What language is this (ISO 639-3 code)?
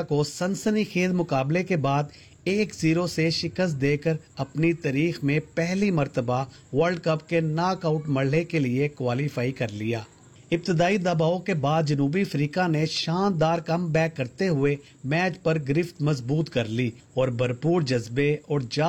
urd